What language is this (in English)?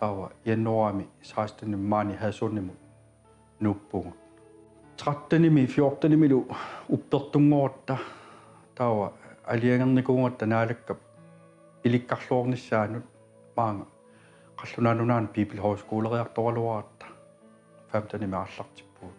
Kalaallisut